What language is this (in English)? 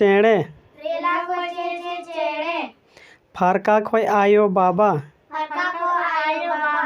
Santali